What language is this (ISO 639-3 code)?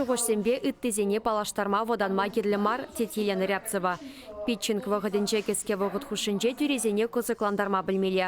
chv